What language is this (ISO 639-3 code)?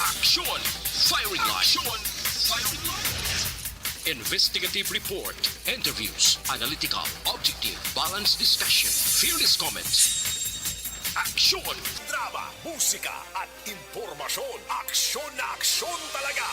hil